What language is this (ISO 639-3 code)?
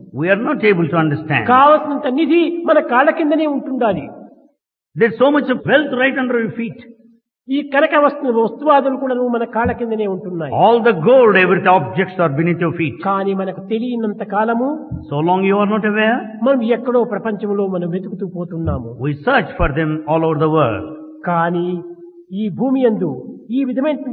tel